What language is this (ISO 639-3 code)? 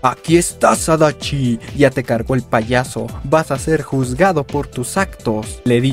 spa